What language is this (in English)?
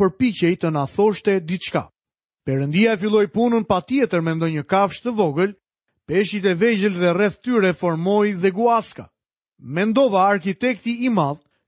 Albanian